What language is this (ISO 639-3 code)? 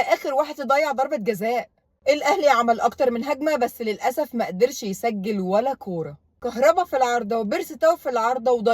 arz